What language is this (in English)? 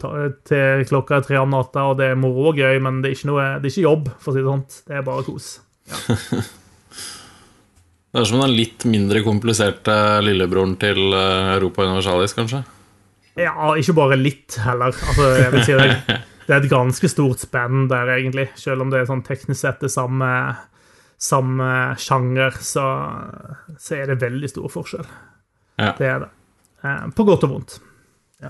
Norwegian